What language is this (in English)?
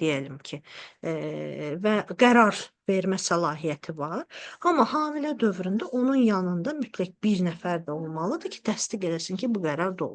Azerbaijani